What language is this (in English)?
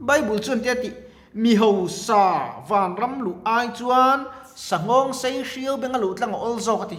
Mizo